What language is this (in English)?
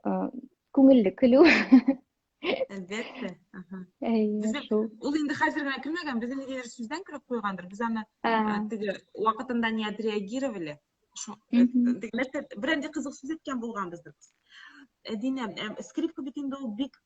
Tatar